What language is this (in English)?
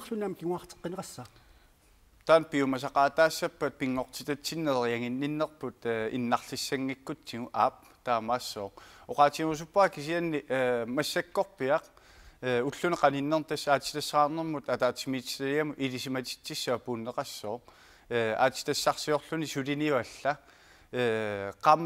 Kalaallisut